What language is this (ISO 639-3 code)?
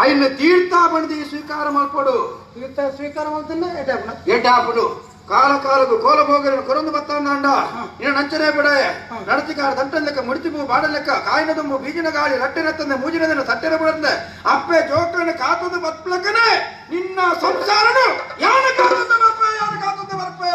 tcy